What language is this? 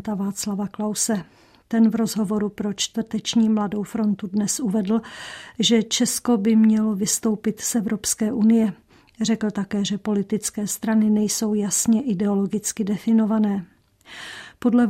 Czech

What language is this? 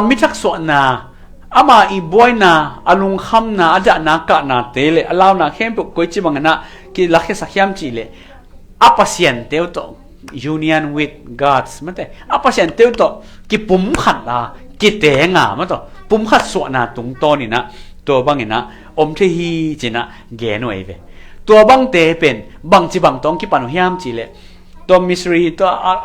Tedim Chin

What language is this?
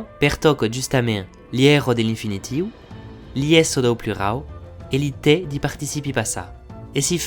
Occitan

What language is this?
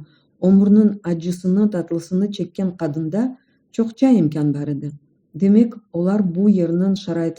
Crimean Tatar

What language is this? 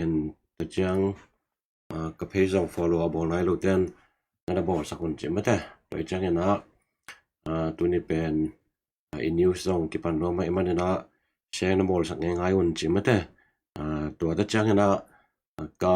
Tedim Chin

